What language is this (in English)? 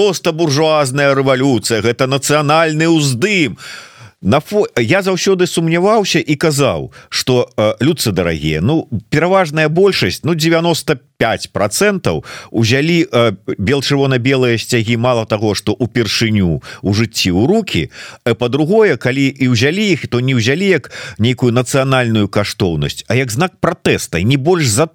Belarusian